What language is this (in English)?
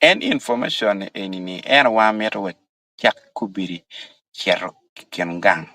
Acoli